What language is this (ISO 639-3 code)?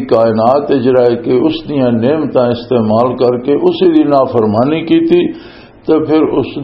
lah